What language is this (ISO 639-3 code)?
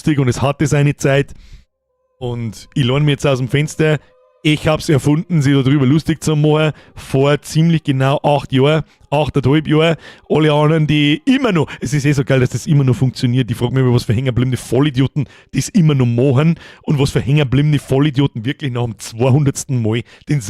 bar